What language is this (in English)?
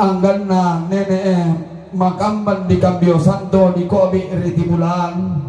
Toraja-Sa'dan